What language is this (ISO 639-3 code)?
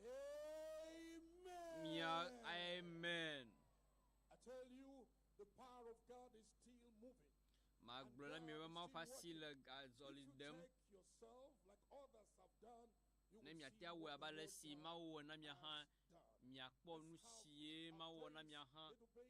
ewe